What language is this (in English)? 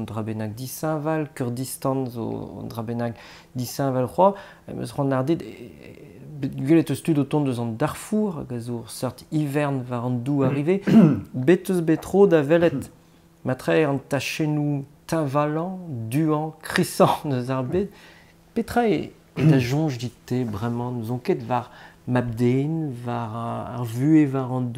Breton